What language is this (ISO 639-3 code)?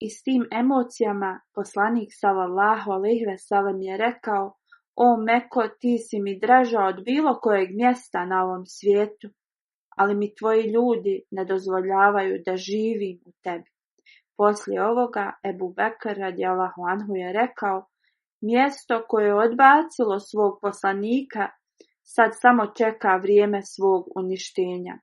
bos